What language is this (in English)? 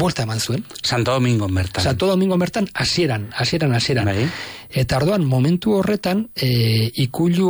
Basque